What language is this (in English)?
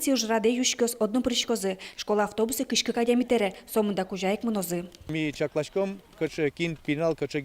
Udmurt